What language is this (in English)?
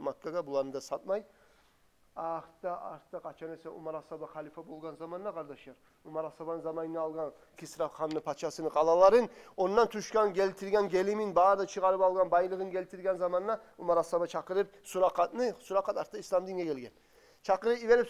Kumyk